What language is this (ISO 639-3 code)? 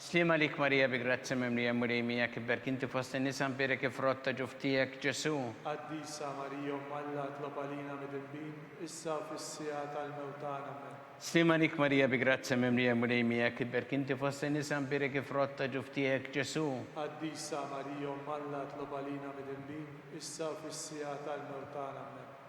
mlt